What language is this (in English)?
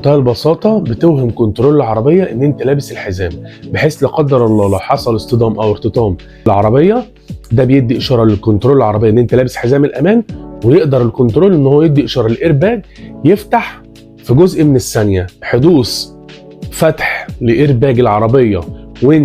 Egyptian Arabic